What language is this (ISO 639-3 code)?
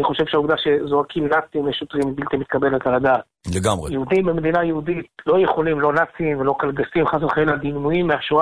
heb